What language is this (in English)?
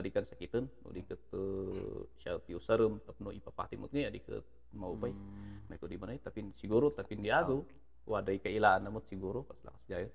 Kankanaey